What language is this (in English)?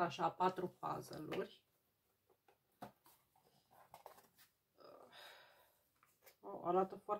Romanian